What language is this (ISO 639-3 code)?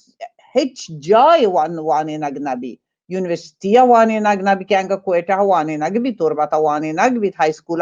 bal